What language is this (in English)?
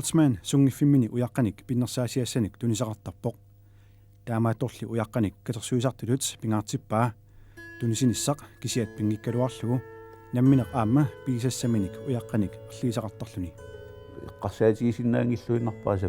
Kalaallisut